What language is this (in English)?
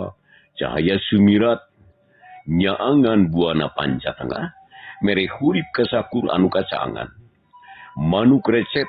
Sundanese